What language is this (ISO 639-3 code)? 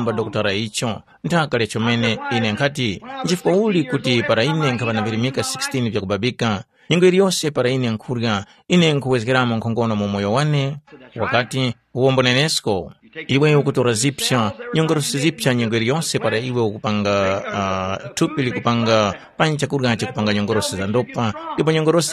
tum